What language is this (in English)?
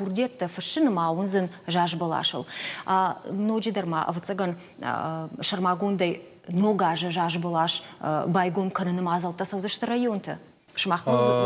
Ossetic